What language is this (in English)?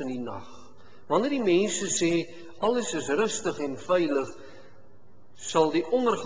Afrikaans